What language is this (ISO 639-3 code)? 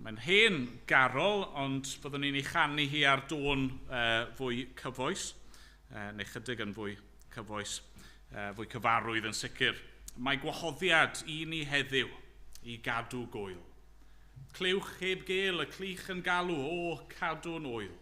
cym